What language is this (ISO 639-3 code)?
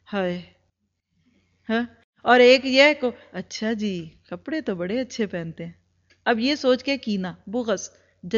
urd